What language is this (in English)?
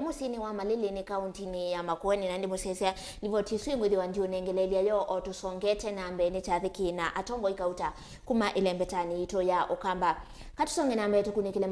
Kamba